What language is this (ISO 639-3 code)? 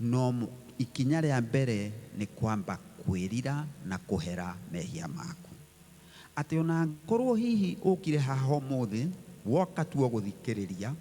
kik